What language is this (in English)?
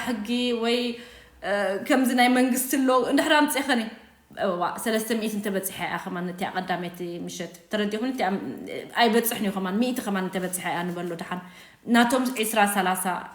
Tigrinya